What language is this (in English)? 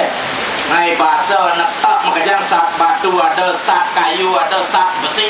Balinese